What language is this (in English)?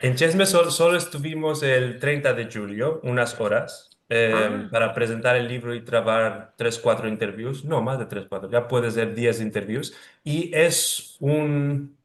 Ladino